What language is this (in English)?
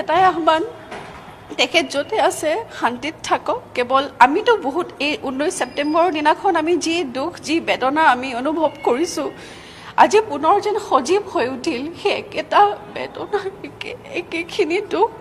Assamese